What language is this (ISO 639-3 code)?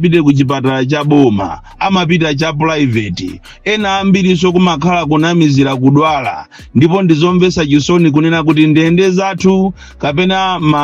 nya